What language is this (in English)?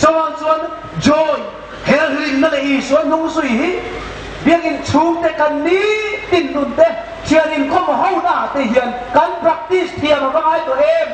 Hmar